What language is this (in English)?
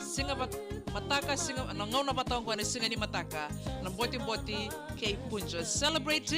Fijian